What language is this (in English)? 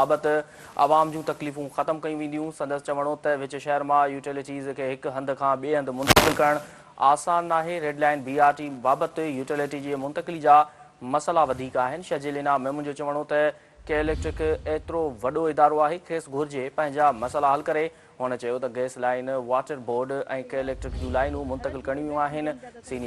Sindhi